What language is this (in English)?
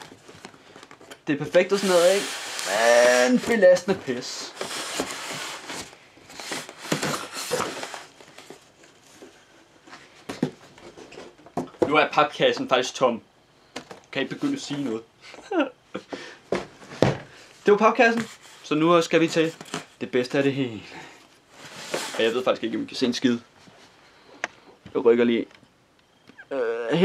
Danish